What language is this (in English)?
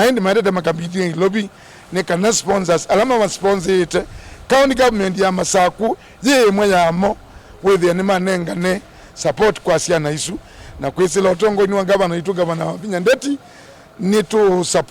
Kamba